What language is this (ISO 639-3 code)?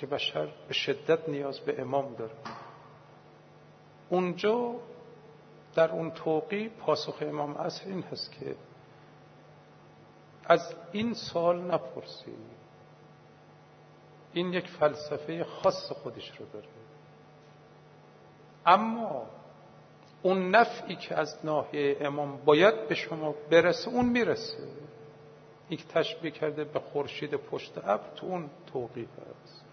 fas